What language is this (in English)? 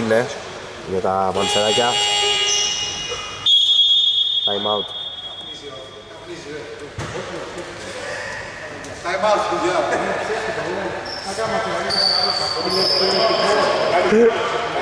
Greek